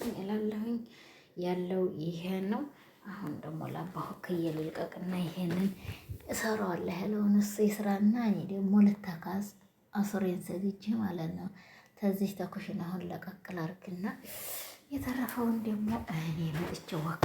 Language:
Amharic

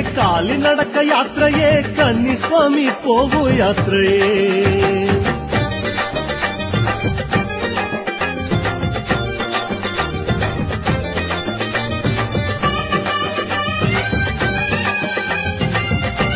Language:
Telugu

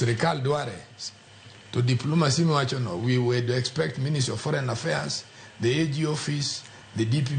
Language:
Luo (Kenya and Tanzania)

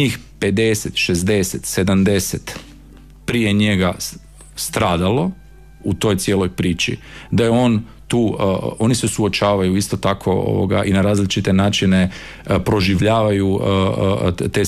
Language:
Croatian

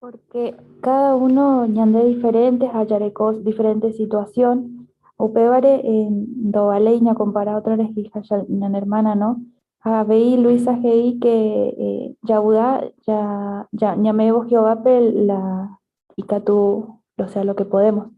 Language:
Guarani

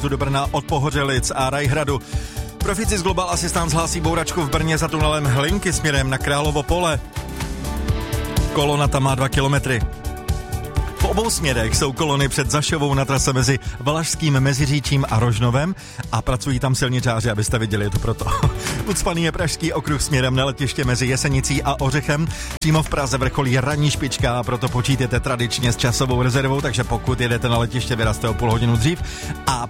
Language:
Czech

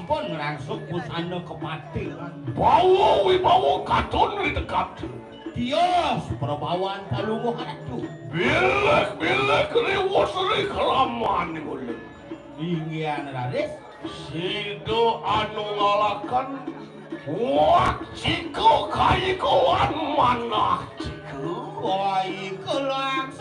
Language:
Balinese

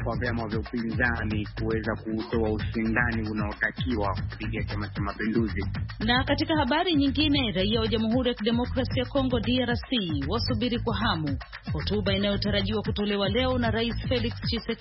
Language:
Swahili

